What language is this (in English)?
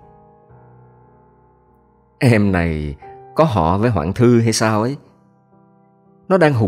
Vietnamese